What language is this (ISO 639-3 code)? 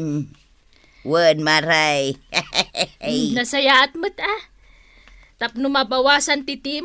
ilo